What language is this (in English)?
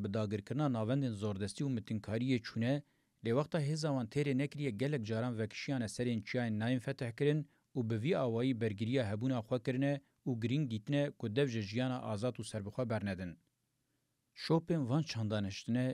Kurdish